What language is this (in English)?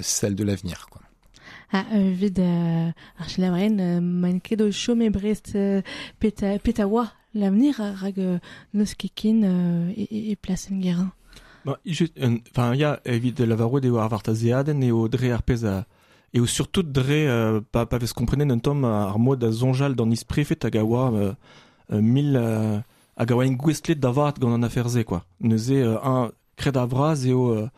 Breton